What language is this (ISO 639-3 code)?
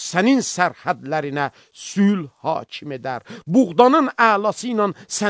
aze